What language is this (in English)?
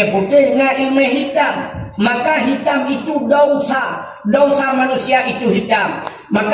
Achinese